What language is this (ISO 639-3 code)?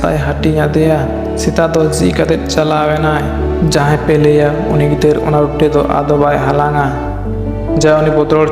sat